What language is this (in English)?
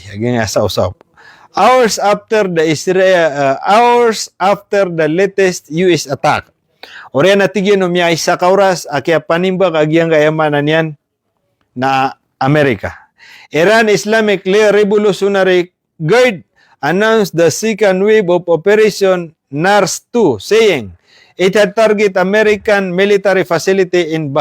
Maranao